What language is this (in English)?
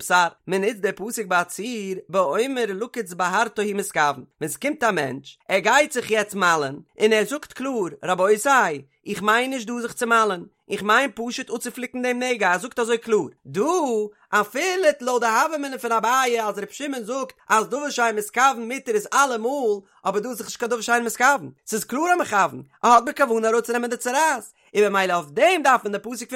Yiddish